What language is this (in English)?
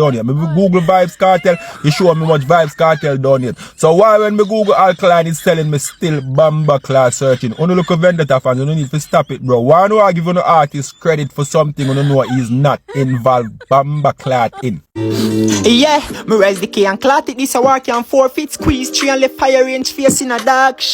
Jamaican Creole English